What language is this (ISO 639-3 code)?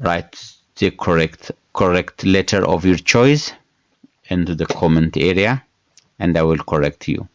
eng